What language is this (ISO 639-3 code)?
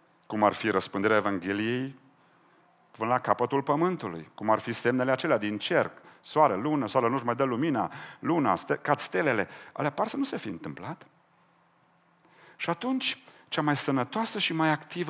ron